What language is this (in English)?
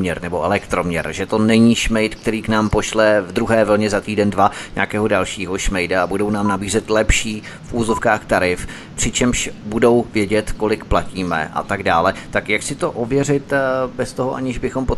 Czech